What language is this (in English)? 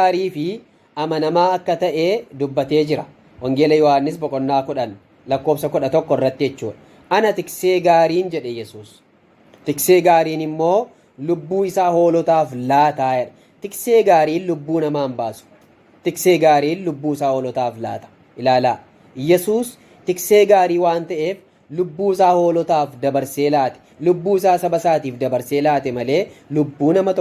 Oromo